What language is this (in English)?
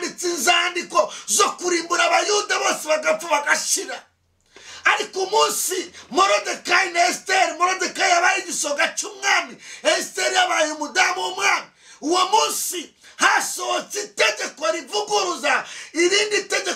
Kinyarwanda